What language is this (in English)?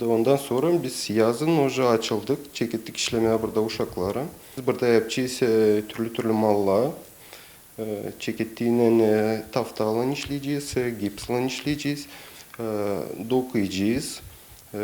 Gagauz